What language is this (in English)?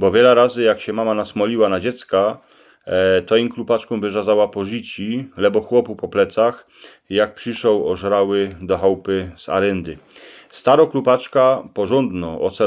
Silesian